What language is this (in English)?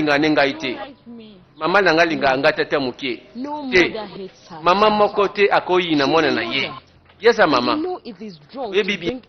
Lingala